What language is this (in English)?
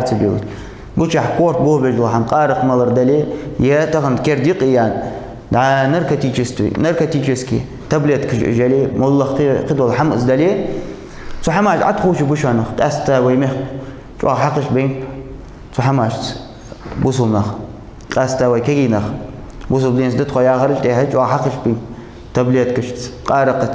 Ingush